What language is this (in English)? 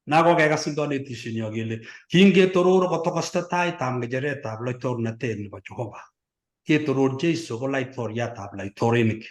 Kalenjin